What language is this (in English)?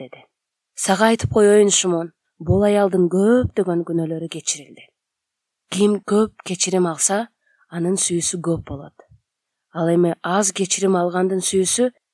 Kyrgyz